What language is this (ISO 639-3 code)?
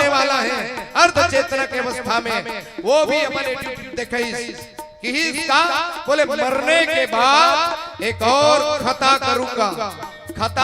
hne